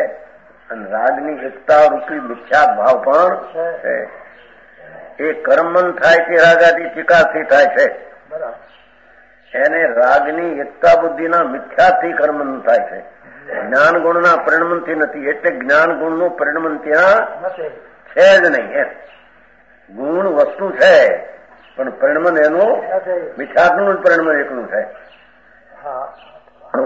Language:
Gujarati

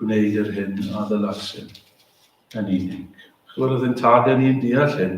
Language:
Welsh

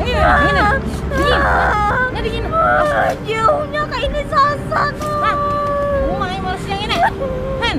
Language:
Banjar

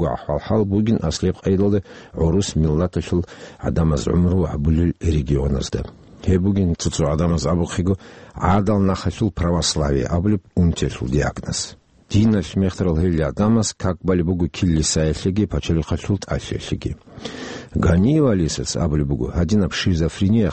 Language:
Avaric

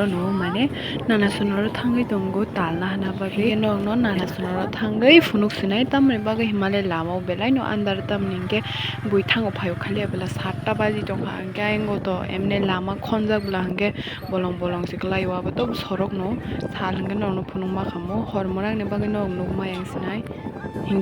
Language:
Kok Borok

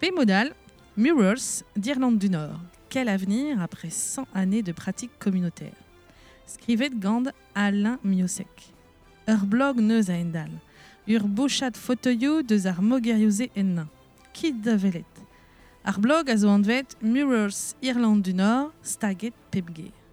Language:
Breton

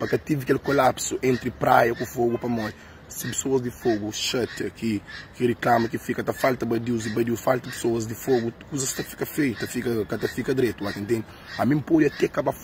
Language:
Kabuverdianu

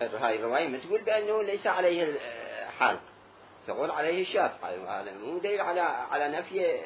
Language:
Mesopotamian Arabic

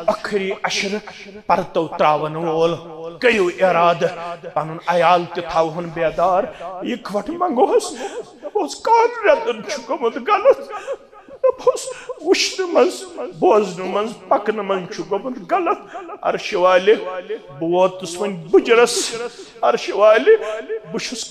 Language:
Kashmiri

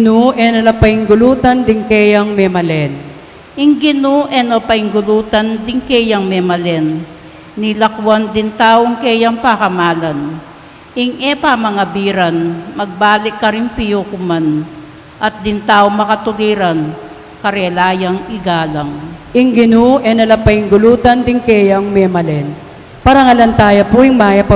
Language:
Pampanga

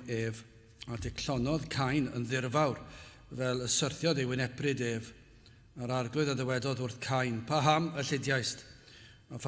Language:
Welsh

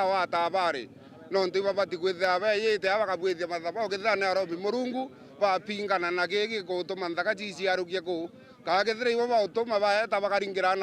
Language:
Meru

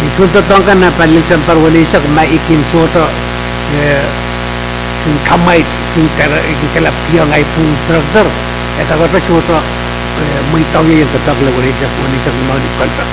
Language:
Pohnpeian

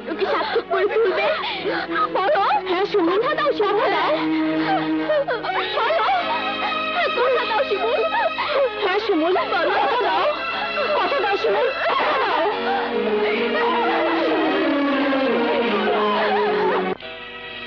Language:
Bangla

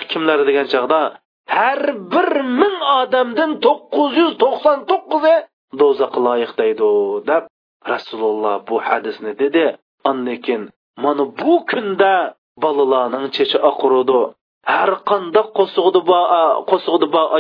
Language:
Uyghur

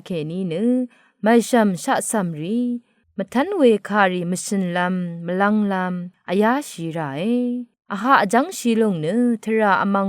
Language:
Rawang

